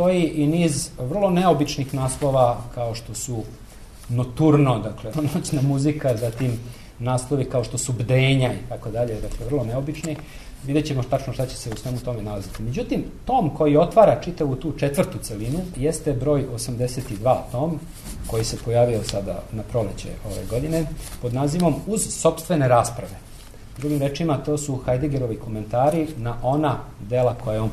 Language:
Serbian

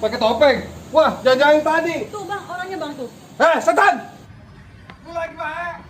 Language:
Betawi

